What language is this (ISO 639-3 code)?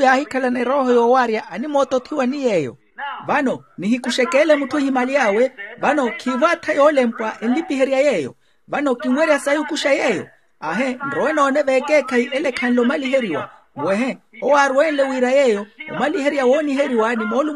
vmw